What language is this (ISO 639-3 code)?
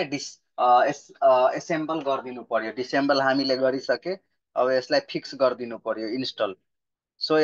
nep